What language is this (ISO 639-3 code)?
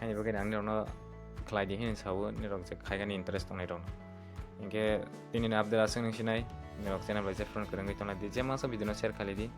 trp